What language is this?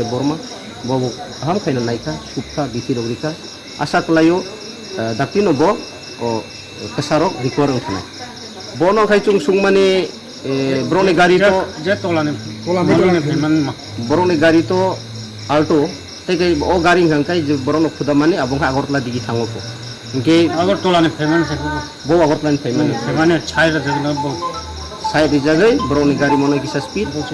Riang (India)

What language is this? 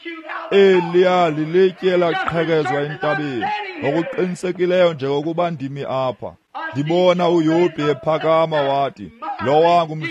Xhosa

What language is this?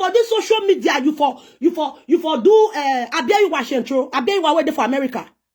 Nigerian Pidgin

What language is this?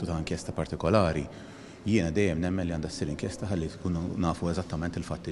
Maltese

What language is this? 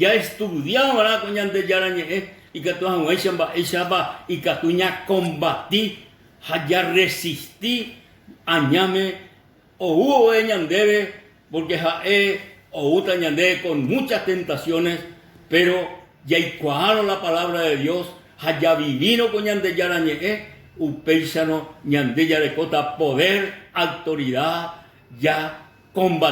Guarani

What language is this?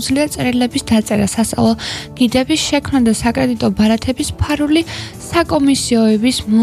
Georgian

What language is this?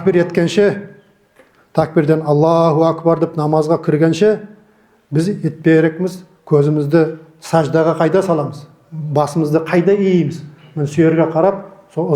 Nogai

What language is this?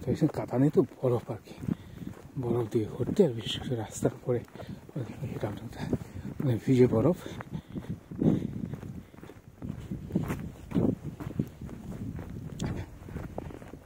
Bangla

